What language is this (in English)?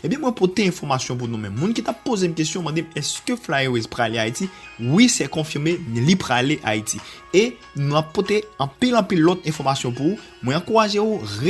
Haitian Creole